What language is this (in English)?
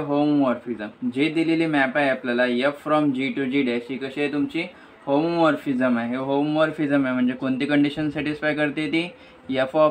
Marathi